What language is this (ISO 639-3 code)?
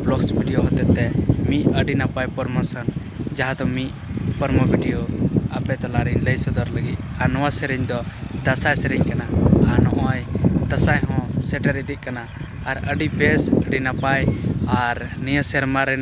sat